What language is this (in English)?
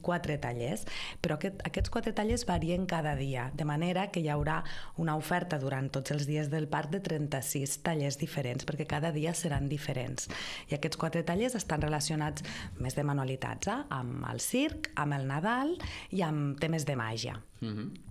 Catalan